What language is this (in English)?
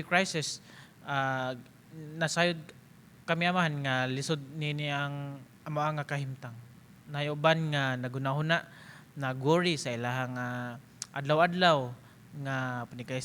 Cebuano